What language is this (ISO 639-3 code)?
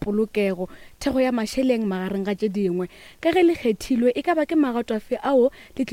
nso